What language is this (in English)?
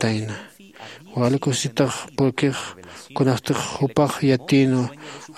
Aymara